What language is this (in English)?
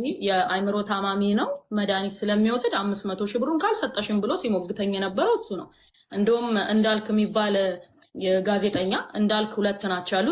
Amharic